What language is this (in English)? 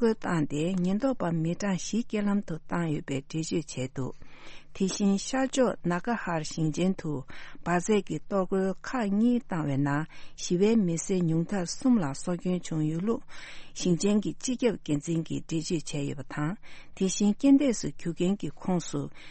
Tibetan